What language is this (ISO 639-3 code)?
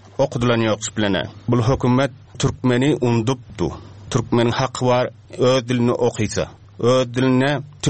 tuk